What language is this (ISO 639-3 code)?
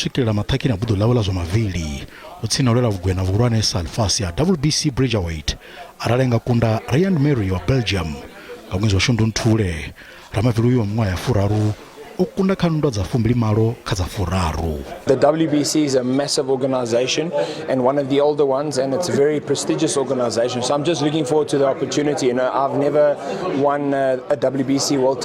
ven